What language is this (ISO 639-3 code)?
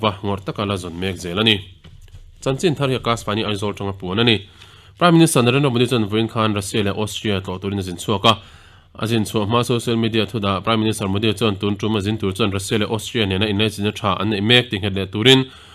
lus